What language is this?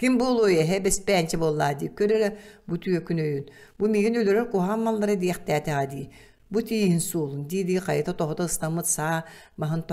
Yakut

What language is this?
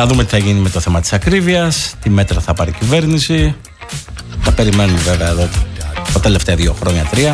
Greek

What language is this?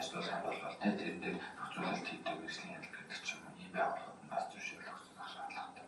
Mongolian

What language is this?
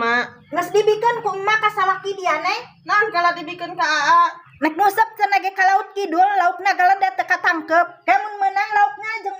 Sundanese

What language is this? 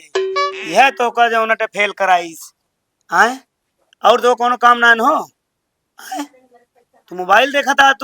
Awadhi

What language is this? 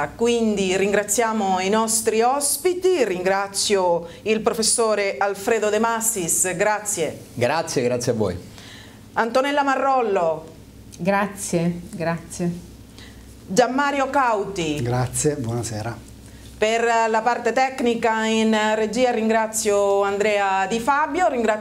Italian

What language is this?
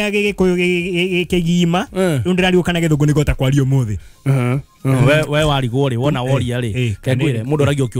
Kikuyu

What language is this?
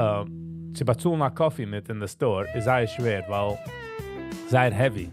Yiddish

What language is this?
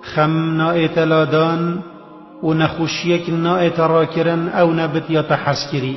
Kurdish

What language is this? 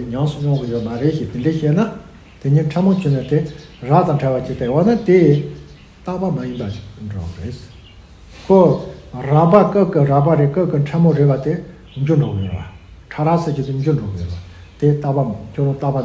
Tibetan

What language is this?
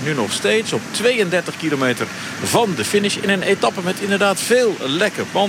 Dutch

